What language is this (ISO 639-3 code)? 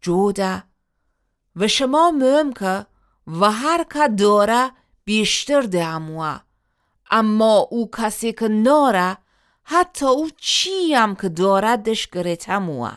glk